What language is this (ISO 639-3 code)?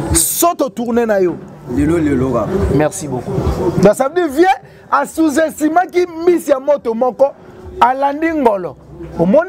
lin